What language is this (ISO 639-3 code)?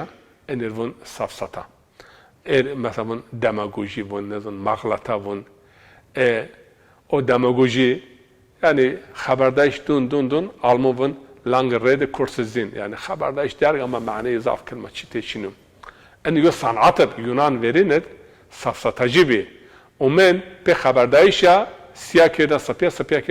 zza